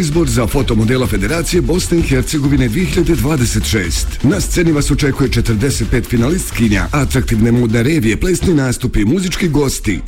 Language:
Bosnian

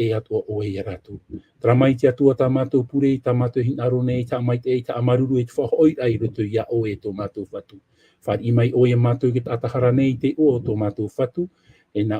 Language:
Tahitian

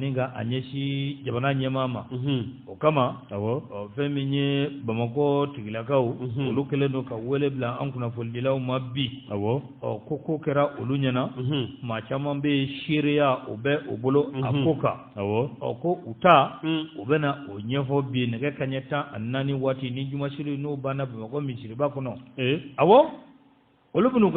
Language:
Bambara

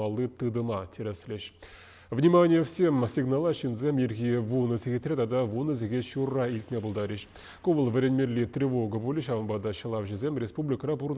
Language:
Chuvash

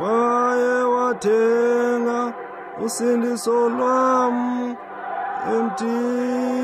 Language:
Xhosa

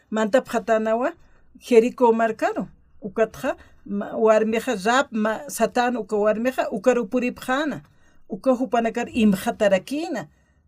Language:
Aymara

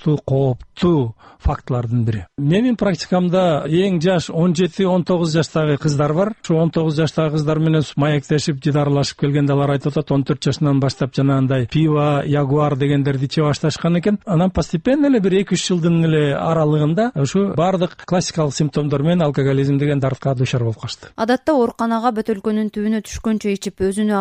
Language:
Kyrgyz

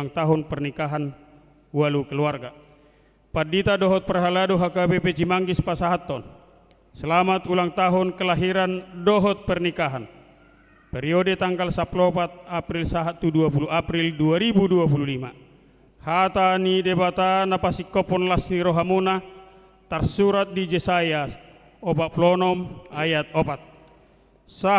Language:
Batak Toba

